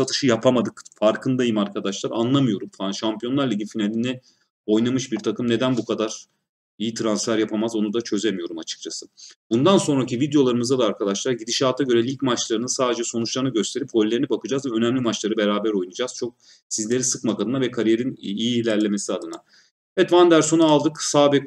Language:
Turkish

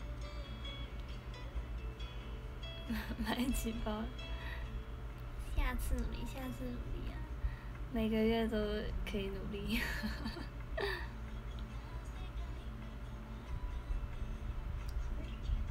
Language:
Chinese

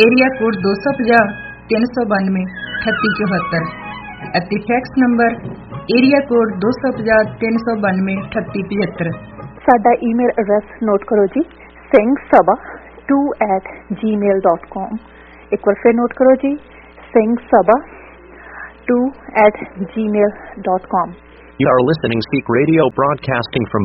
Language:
Punjabi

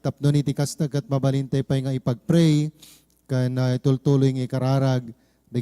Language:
Iloko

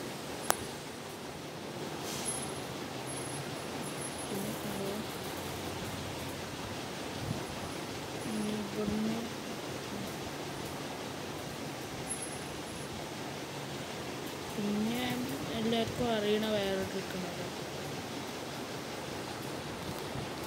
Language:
Malayalam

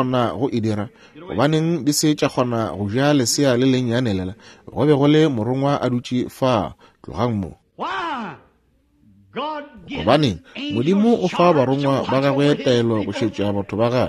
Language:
Northern Sotho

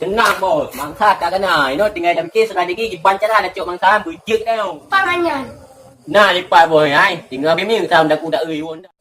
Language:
Achinese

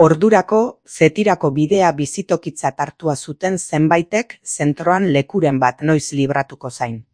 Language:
Basque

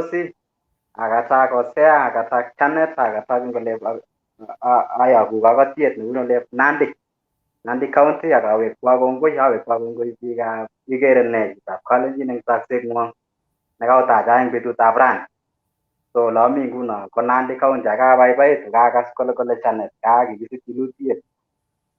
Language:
Kalenjin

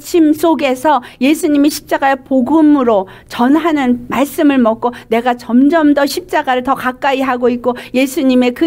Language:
Korean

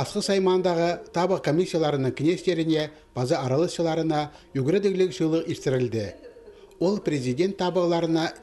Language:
Khakas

